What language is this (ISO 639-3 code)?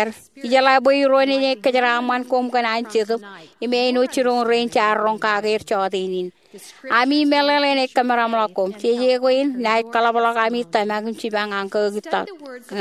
mah